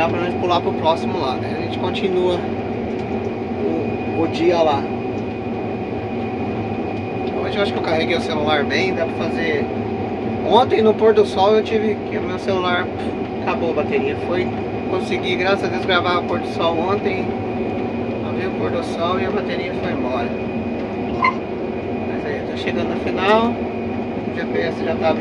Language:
Portuguese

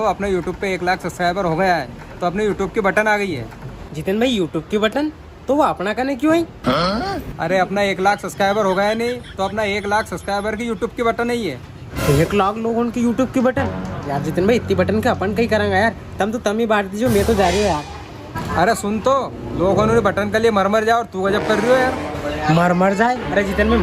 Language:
Rajasthani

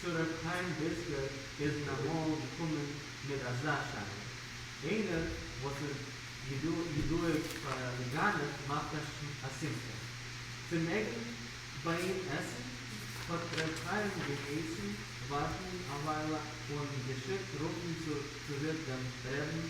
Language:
Yiddish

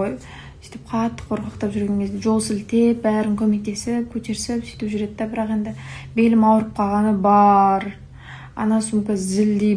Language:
Kazakh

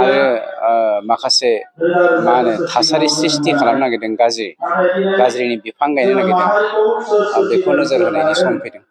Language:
Bodo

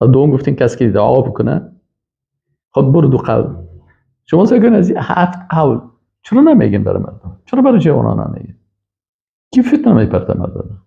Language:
Persian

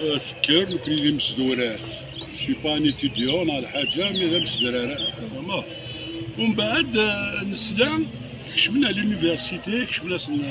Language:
Kabyle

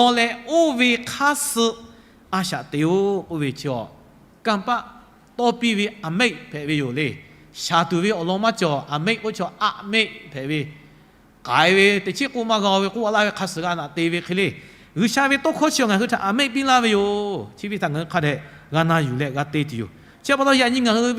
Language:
Lahu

